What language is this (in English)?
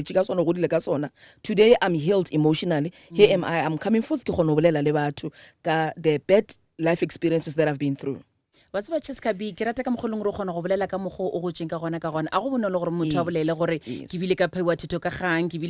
Northern Sotho